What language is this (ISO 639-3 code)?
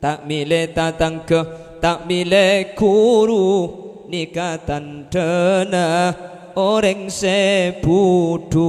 mad